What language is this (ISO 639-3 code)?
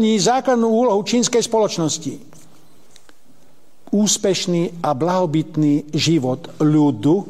slk